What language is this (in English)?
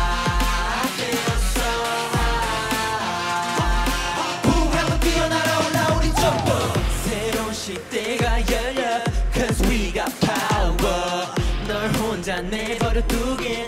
Korean